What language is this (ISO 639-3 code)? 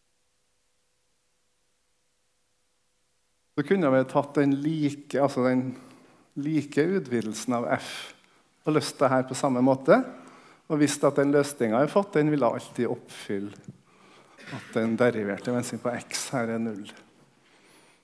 nor